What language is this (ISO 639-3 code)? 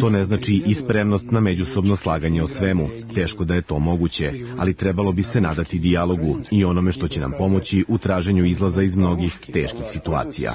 srp